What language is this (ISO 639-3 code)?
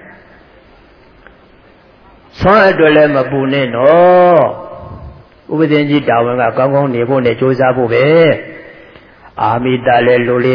mya